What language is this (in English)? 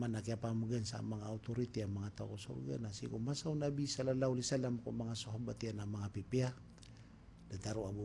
Maranao